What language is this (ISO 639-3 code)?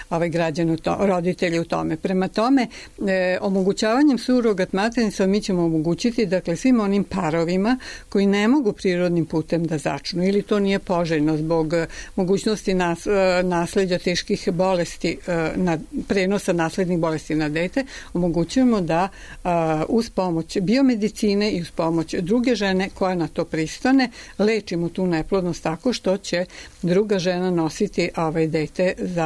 srp